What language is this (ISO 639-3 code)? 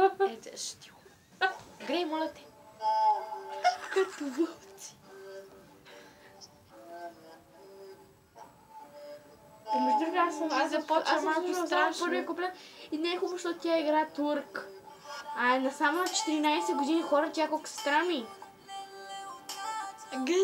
bul